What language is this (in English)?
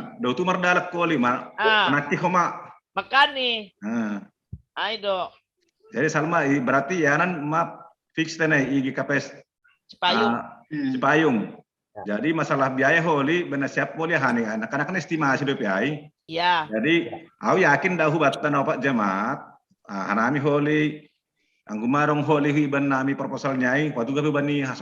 Batak Simalungun